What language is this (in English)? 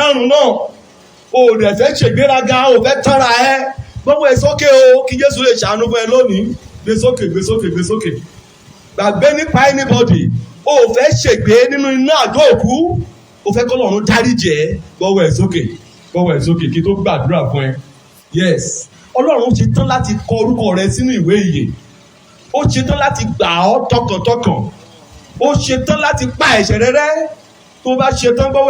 Yoruba